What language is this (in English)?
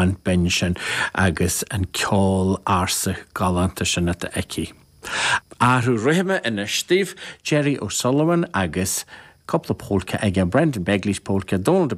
Irish